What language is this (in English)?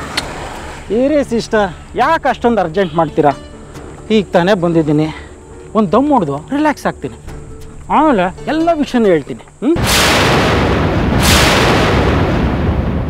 Kannada